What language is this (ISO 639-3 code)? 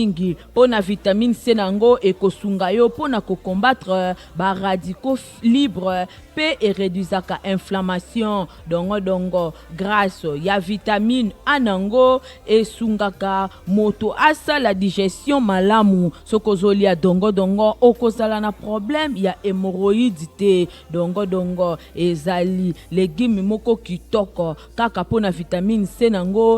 lin